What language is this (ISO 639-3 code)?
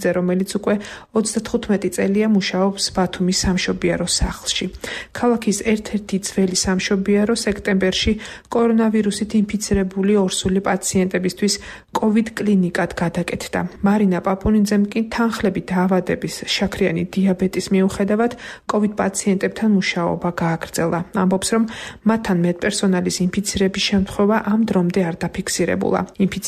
kat